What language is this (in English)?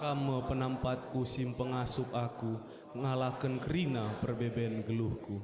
Batak Karo